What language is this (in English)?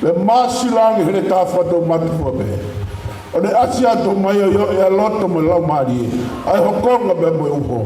Tongan